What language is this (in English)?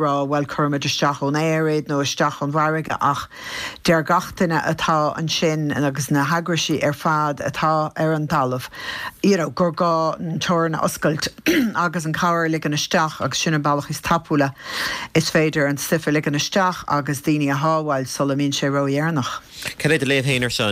Irish